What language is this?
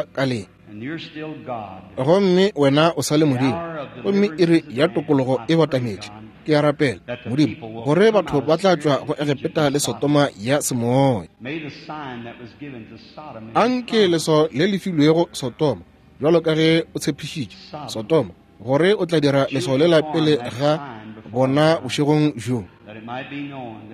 Northern Sotho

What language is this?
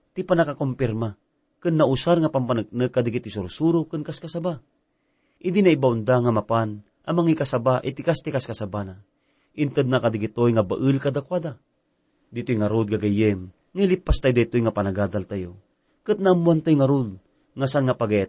Iloko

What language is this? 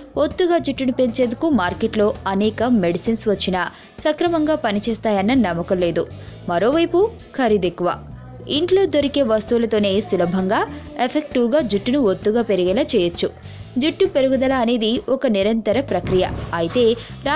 Telugu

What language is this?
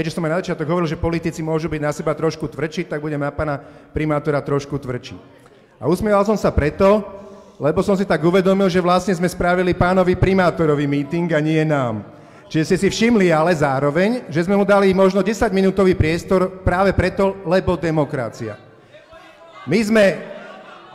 Slovak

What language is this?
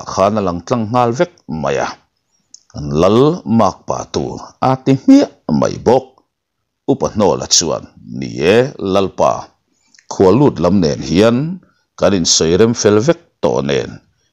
Mizo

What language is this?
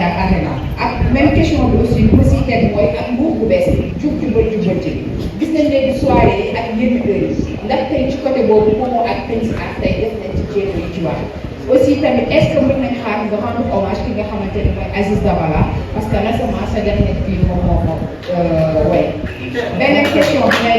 Wolof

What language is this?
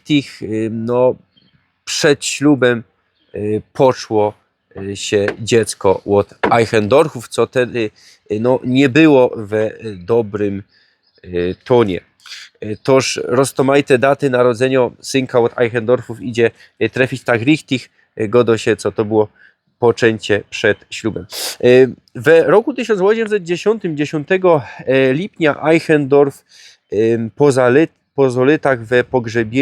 Silesian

